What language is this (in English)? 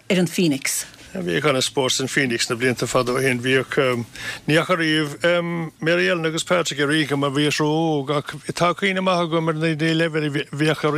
Irish